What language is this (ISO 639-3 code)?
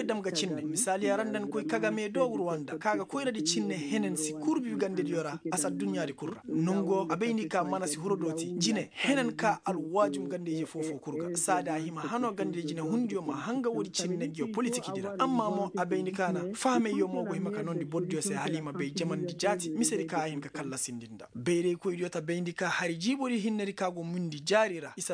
ses